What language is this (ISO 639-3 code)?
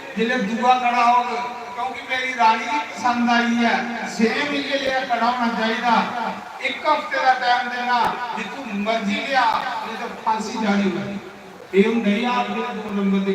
doi